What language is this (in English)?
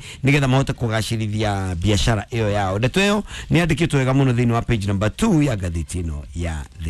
Kikuyu